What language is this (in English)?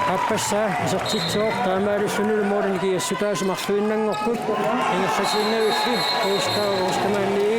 Kalaallisut